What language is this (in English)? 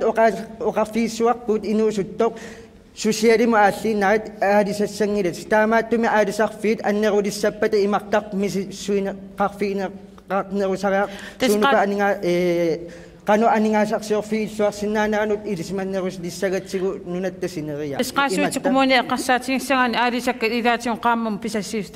Kalaallisut